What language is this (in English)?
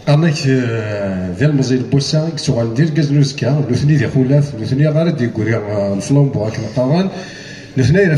Kabyle